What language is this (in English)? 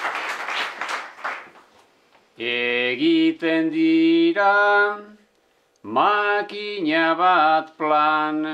Basque